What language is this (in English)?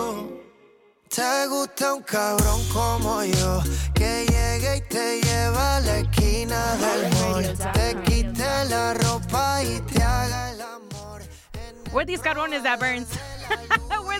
Spanish